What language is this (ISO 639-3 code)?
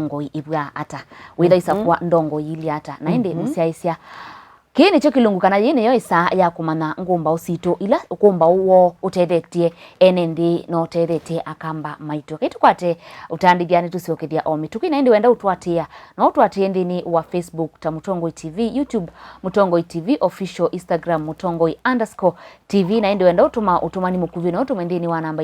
kam